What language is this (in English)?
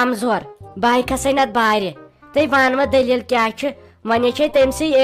Kashmiri